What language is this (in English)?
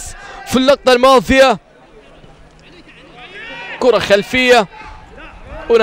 Arabic